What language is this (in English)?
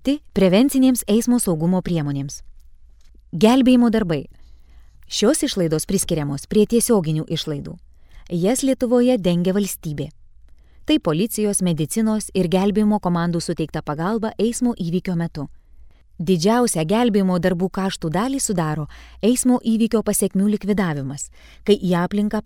Lithuanian